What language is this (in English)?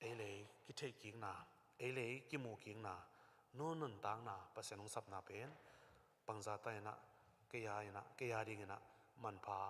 Tedim Chin